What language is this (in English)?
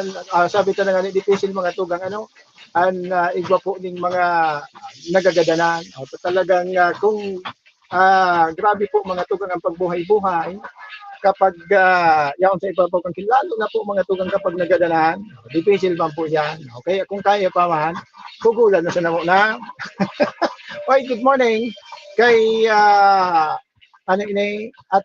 Bikol